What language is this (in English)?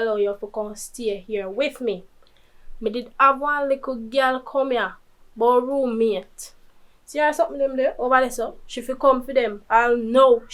Jamaican Creole English